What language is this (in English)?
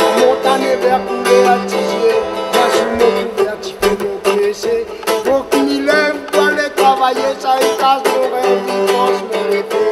Réunion Creole French